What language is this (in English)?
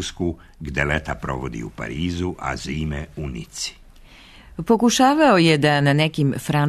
Serbian